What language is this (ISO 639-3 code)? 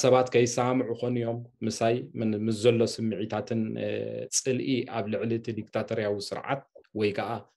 tir